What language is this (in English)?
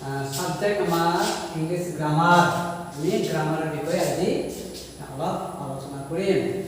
Assamese